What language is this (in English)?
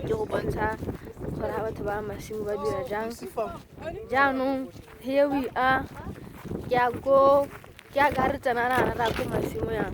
Tswana